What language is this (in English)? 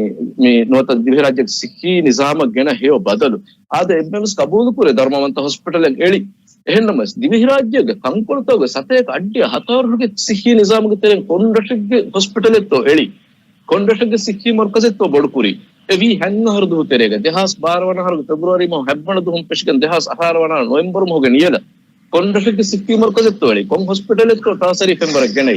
Divehi